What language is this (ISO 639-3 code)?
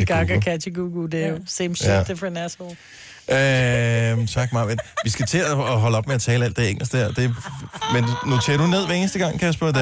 dan